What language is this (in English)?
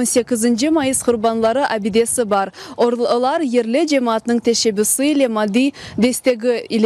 Crimean Tatar